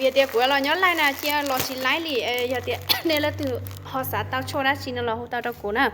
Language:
Hmong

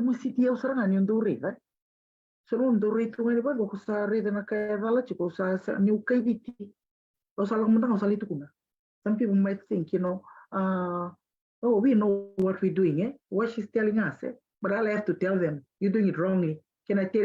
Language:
Fijian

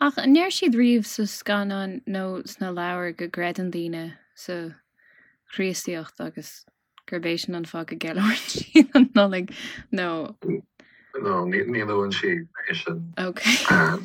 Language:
Irish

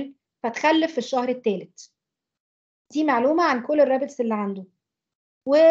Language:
Egyptian Arabic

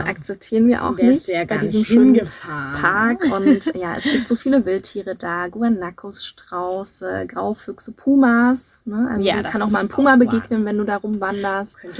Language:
German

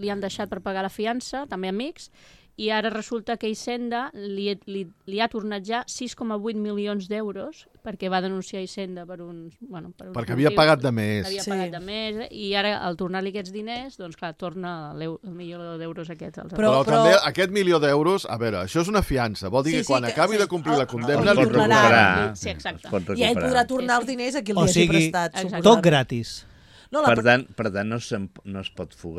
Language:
Catalan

